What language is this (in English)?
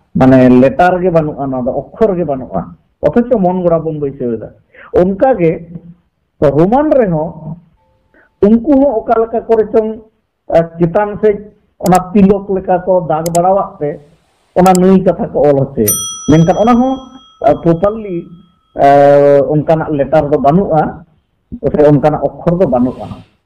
Santali